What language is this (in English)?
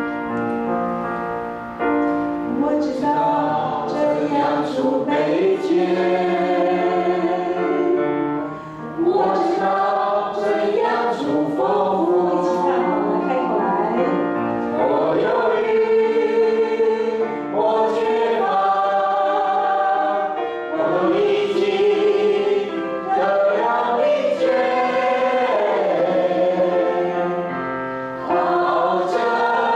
Chinese